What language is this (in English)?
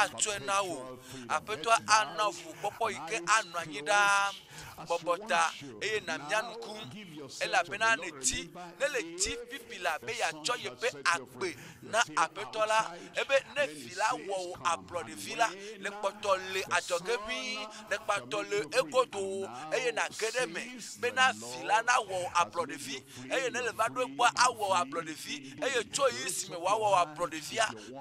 Ewe